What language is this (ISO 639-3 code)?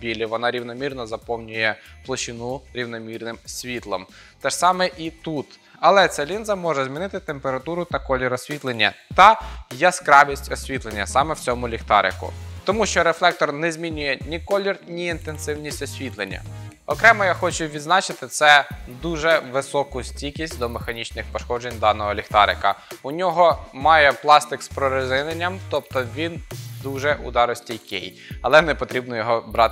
ukr